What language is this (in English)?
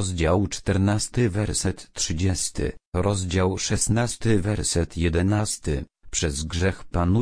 Polish